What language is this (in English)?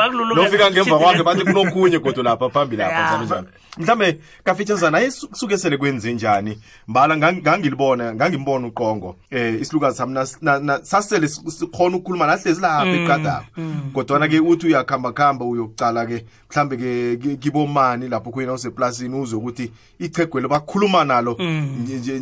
South Ndebele